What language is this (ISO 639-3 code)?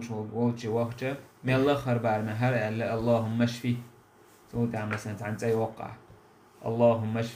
che